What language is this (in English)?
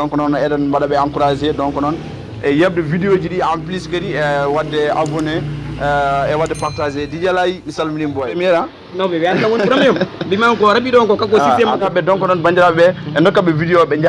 Fula